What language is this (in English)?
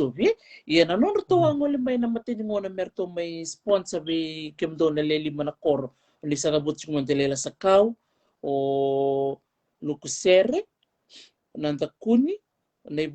Fijian